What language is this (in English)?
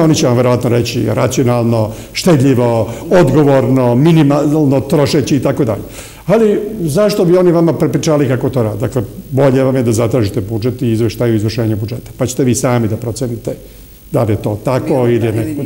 Serbian